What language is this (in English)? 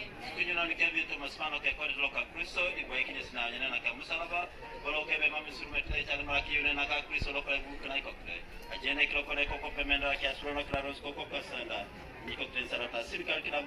Teso